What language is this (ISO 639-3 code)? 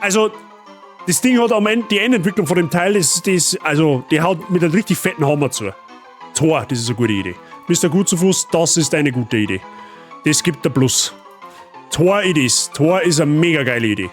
bar